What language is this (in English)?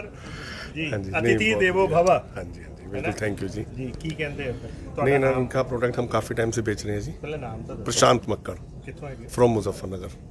Punjabi